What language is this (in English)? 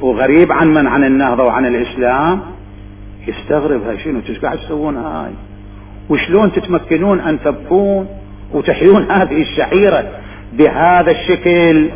Mesopotamian Arabic